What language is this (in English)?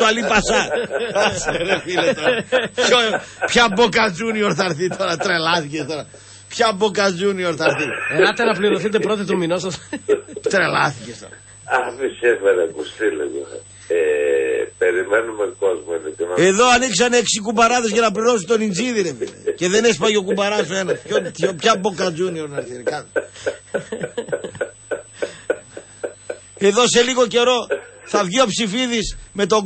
Greek